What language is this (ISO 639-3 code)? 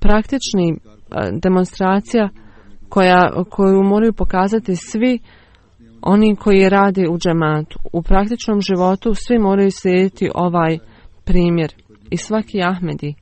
bos